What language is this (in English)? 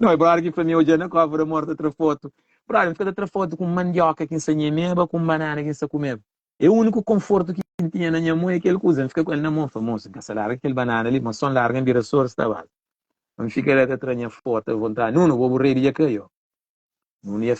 Kabuverdianu